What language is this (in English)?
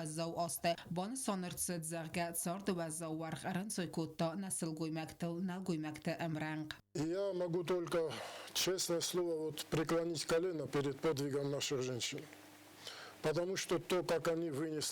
Ossetic